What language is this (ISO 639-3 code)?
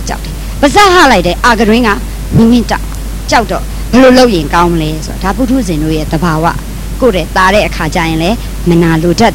mya